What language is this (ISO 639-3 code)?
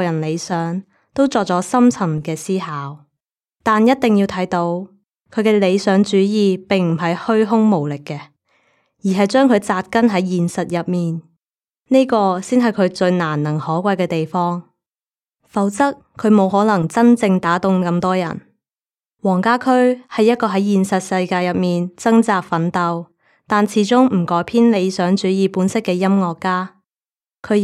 yue